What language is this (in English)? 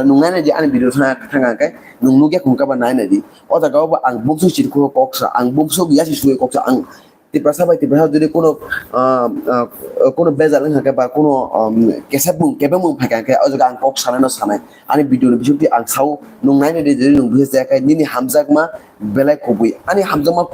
Kok Borok